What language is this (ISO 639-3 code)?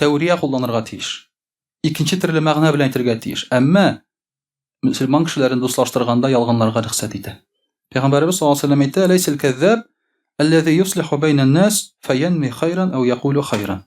tat